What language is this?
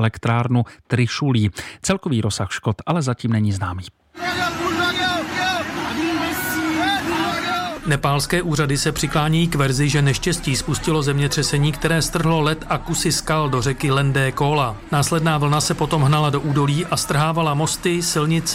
Czech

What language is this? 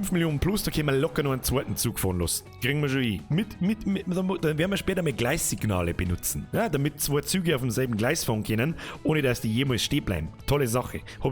Bavarian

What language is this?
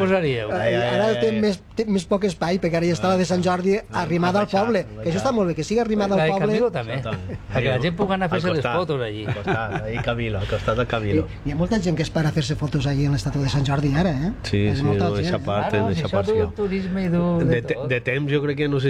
Catalan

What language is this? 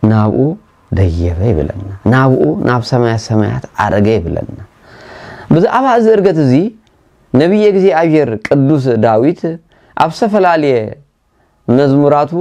Tigrinya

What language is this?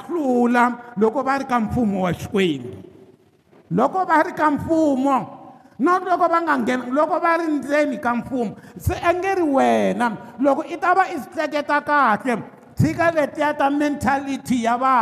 Tsonga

